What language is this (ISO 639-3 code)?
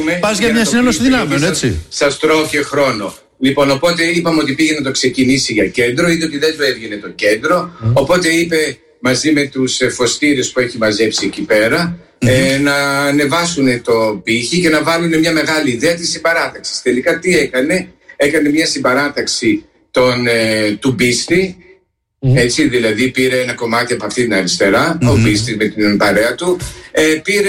ell